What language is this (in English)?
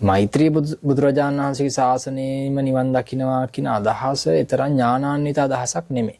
Sinhala